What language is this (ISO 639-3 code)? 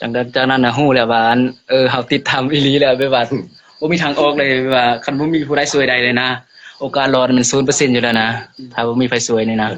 lao